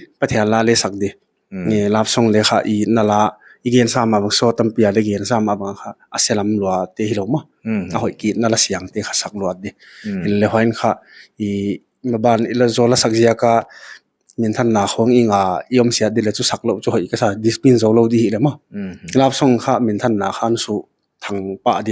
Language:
Paite Chin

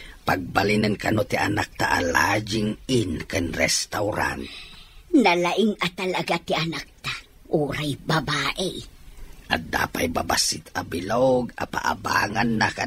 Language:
Iloko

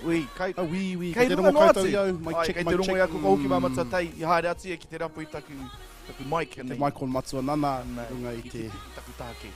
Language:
Māori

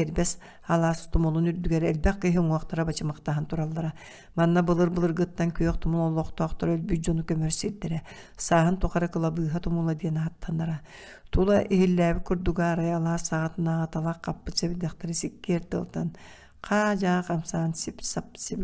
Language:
Yakut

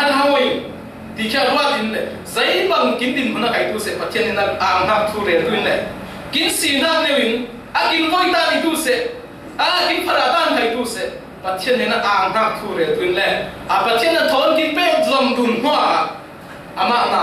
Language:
Falam Chin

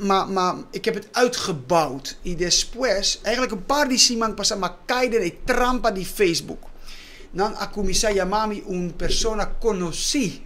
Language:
Papiamento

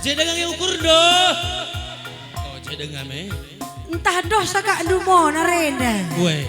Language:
Batak Karo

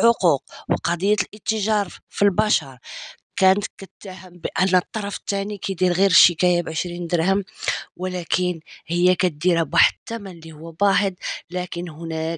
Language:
Moroccan Arabic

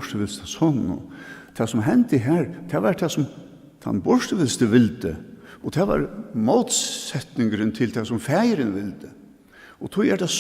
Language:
Faroese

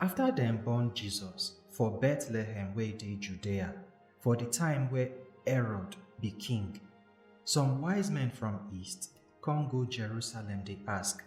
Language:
Nigerian Pidgin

